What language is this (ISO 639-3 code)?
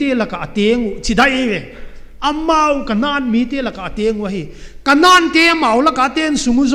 pck